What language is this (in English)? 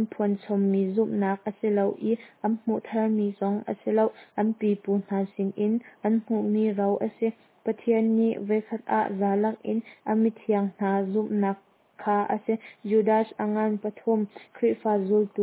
Hakha Chin